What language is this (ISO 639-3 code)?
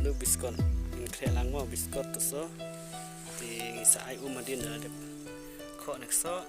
kha